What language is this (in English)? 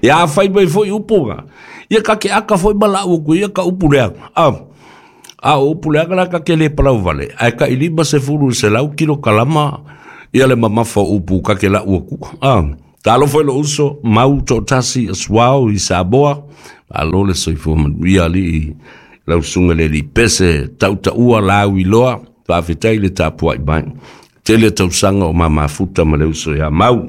Samoan